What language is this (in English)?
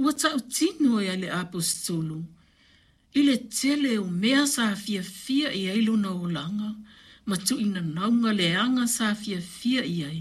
Samoan